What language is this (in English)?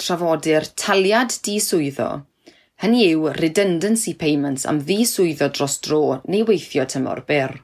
Welsh